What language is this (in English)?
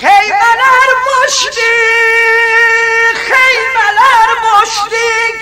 South Azerbaijani